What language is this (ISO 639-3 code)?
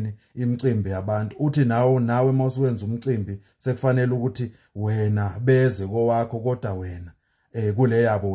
zul